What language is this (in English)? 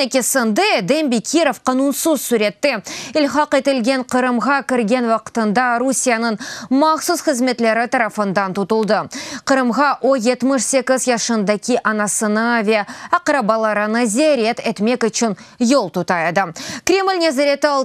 Crimean Tatar